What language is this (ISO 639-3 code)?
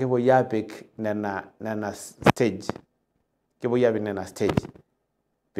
mas